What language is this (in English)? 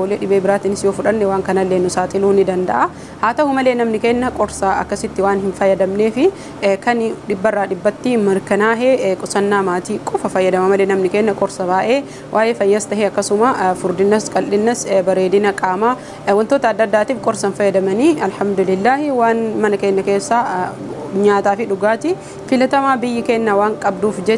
Oromo